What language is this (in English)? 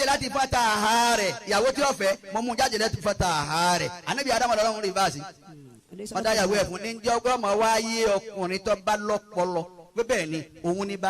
Yoruba